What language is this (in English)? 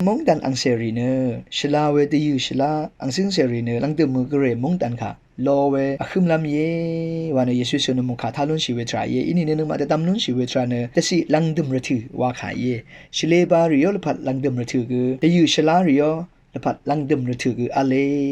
Rawang